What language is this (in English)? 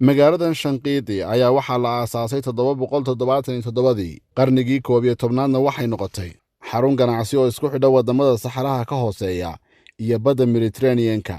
Somali